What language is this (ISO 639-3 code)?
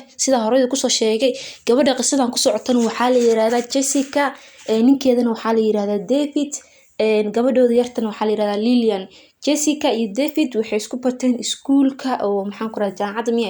som